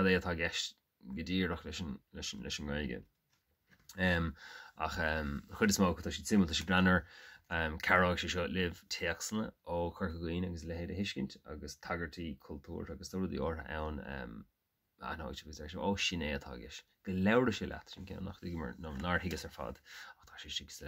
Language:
Irish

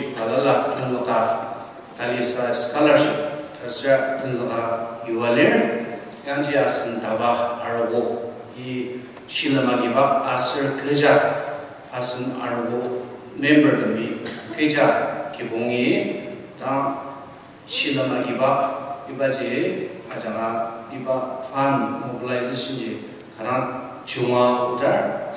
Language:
Ao Naga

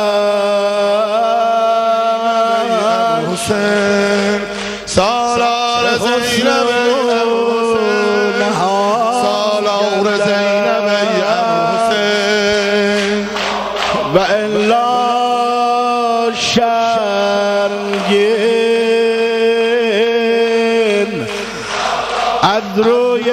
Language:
Persian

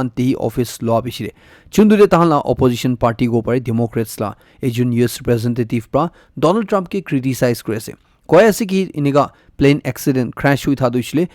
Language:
Naga Pidgin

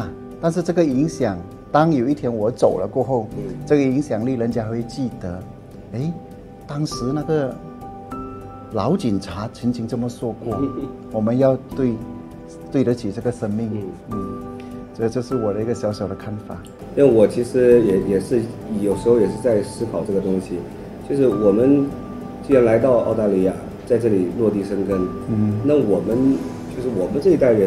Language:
Chinese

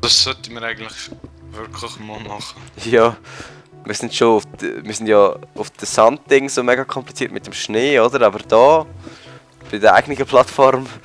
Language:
Swiss German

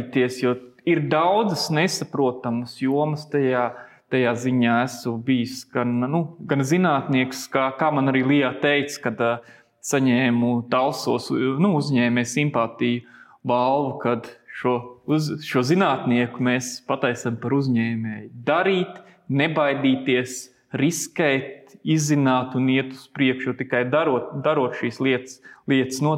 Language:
Latvian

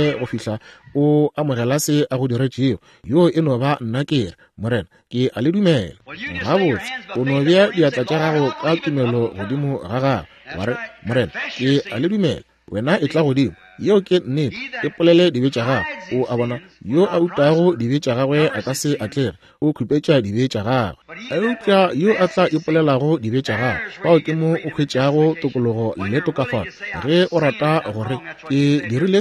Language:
Northern Sotho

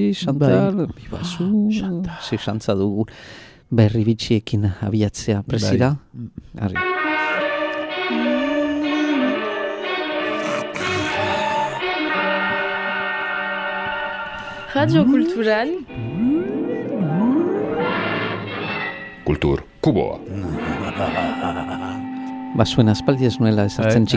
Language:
Basque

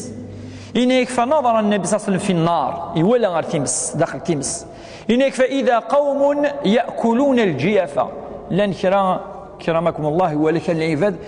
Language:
Kabyle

